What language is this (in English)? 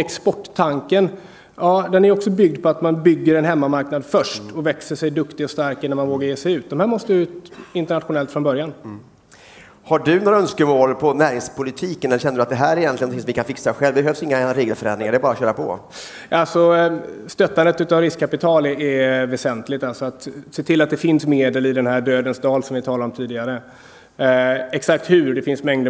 Swedish